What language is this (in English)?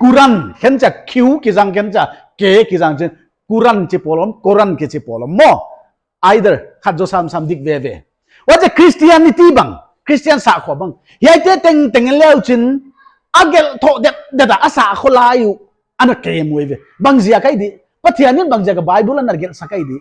Paite Chin